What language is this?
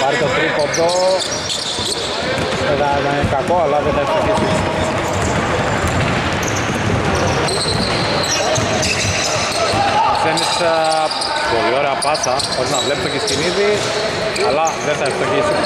Greek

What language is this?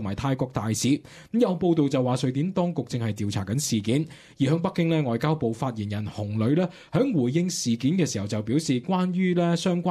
Cantonese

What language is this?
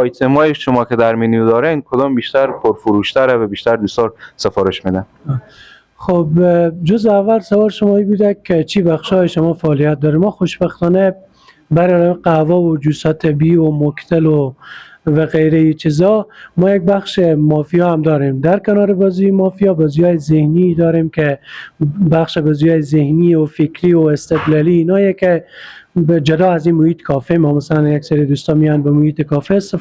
Persian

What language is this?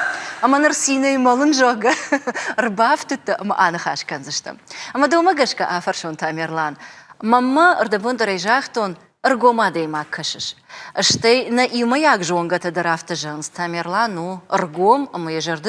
Ossetic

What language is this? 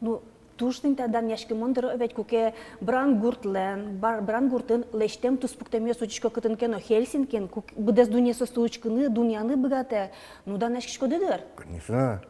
Udmurt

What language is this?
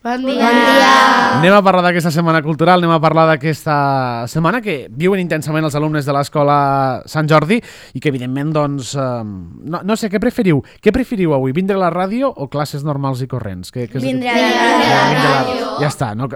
Catalan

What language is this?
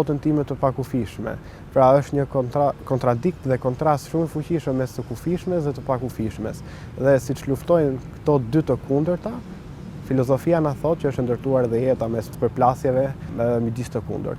Albanian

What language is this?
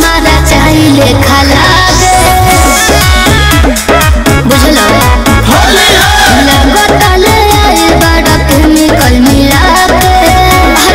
Bhojpuri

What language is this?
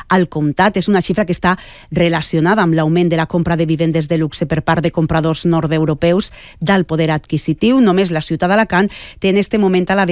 Catalan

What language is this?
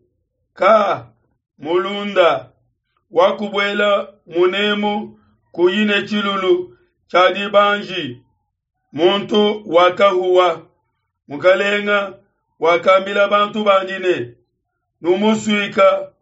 Luba-Lulua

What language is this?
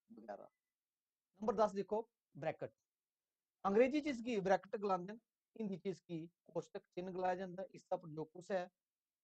Dogri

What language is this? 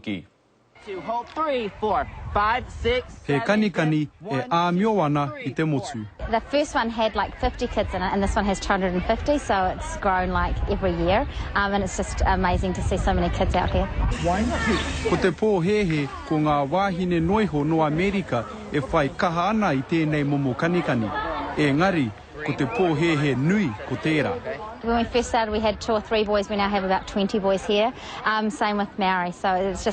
Māori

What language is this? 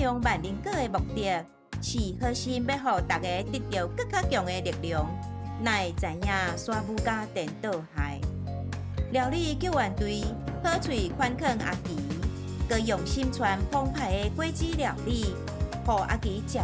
Min Nan Chinese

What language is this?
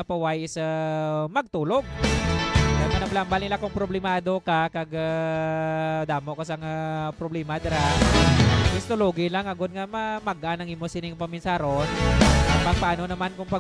Hiligaynon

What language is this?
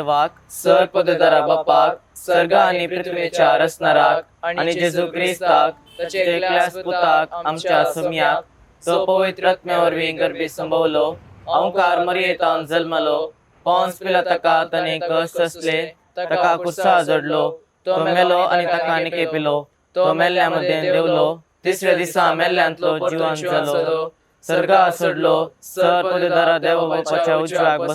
Konkani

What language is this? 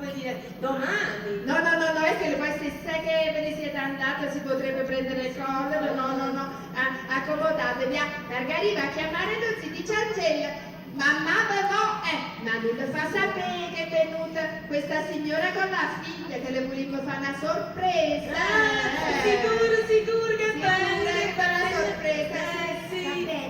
Neapolitan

